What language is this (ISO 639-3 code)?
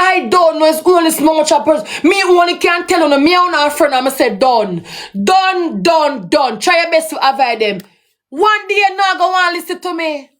jam